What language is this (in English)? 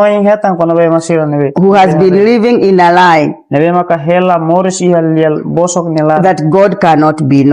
Tetum